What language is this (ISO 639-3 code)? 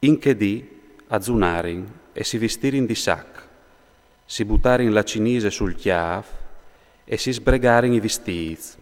fur